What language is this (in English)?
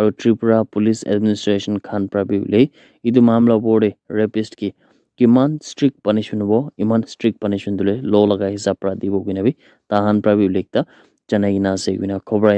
Naga Pidgin